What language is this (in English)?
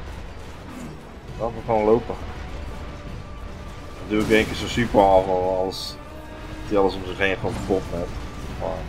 Dutch